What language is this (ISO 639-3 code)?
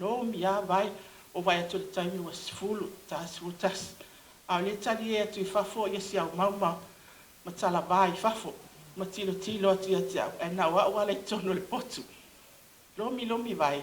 smo